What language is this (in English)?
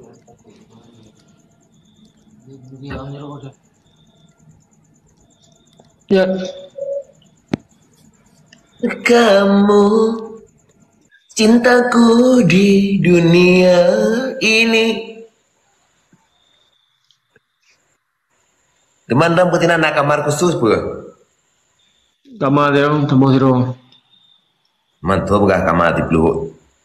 Malay